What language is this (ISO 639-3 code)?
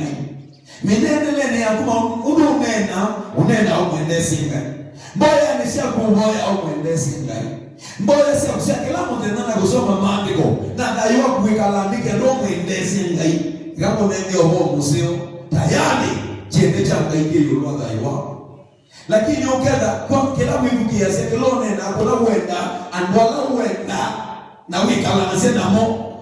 kam